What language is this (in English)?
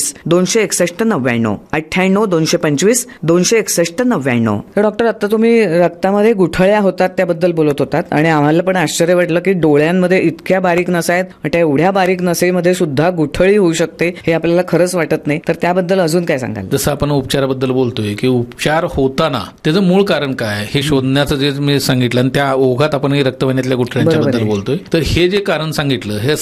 Marathi